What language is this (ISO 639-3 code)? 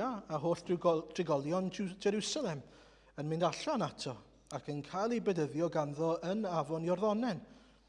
cym